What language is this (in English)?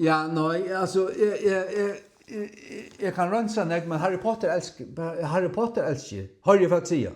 Faroese